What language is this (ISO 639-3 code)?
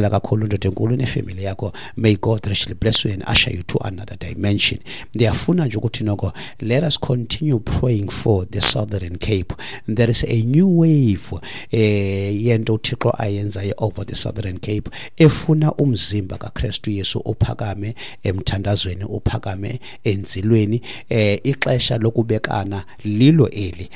xho